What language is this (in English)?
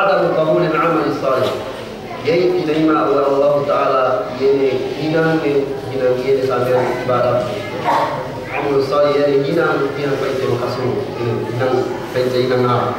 Yakan